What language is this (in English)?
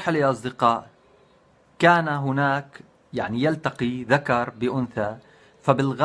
North Levantine Arabic